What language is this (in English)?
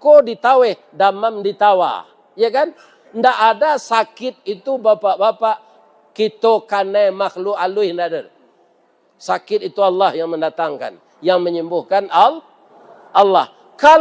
Minangkabau